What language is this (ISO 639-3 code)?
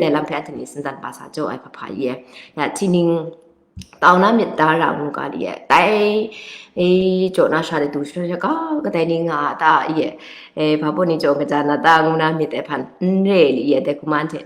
kac